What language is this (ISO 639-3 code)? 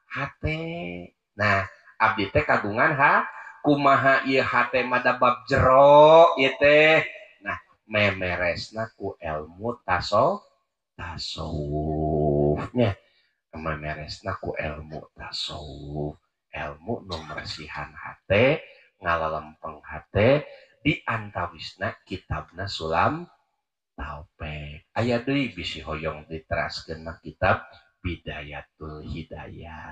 sun